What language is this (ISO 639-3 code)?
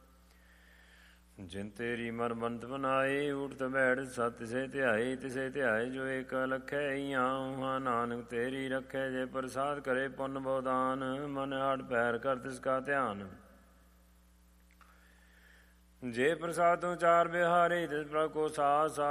pan